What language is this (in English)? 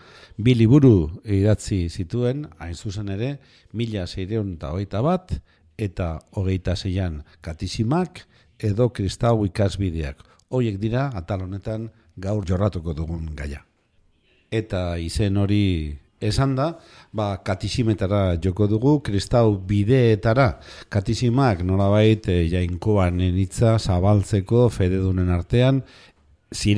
Basque